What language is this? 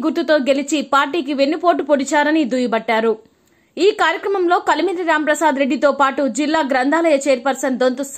Telugu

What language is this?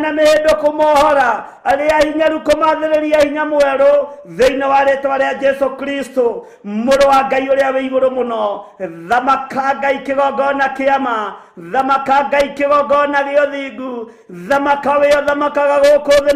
Kikuyu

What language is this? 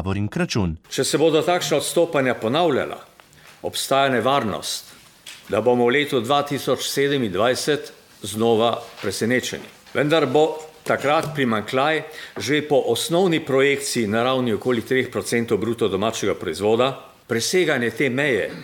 Slovenian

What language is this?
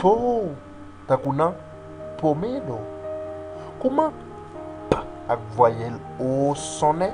Haitian Creole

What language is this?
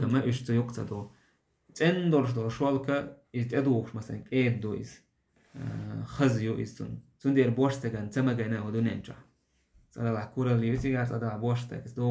Chechen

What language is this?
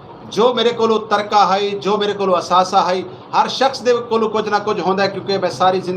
Saraiki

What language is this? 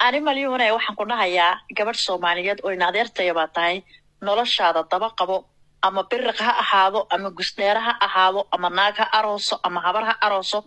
Somali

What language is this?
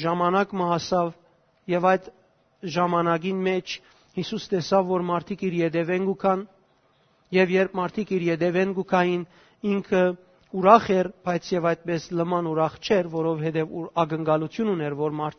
Western Armenian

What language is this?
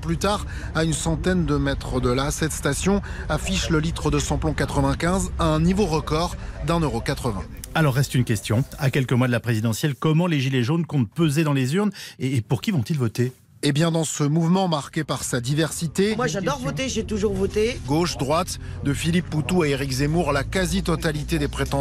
French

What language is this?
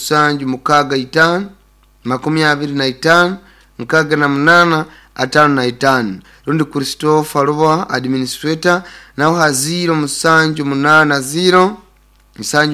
Nyoro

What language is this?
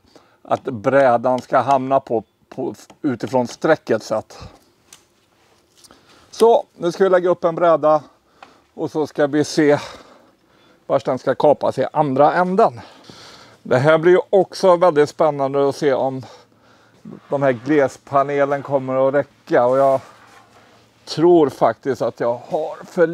Swedish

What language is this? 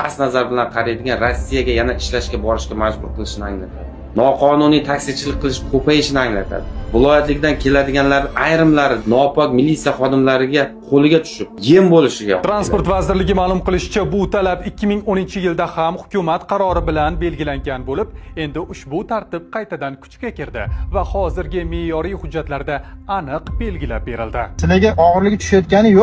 Uzbek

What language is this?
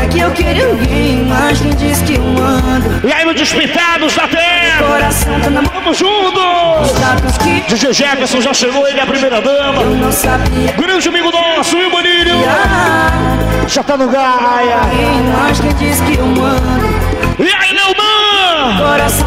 Portuguese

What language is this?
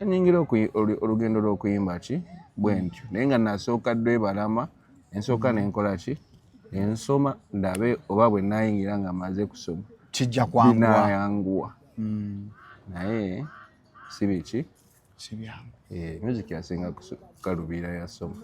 Ganda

